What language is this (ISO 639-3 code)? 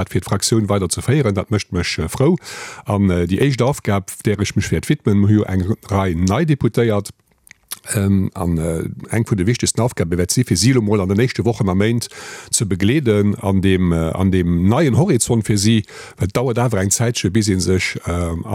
ltz